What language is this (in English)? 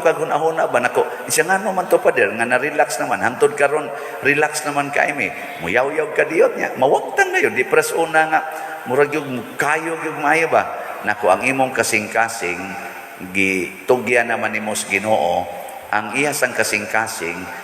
Cebuano